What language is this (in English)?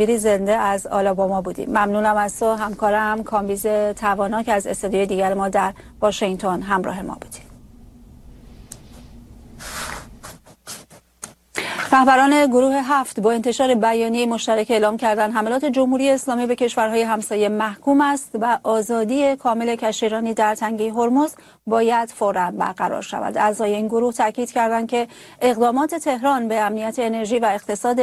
Persian